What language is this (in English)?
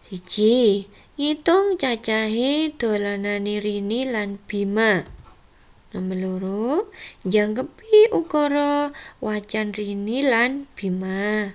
Javanese